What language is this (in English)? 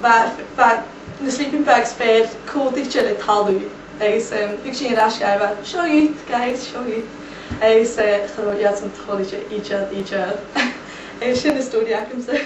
Scottish Gaelic